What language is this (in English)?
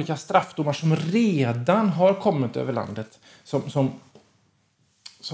Swedish